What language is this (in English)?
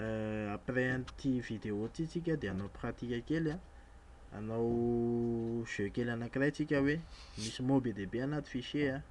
Malagasy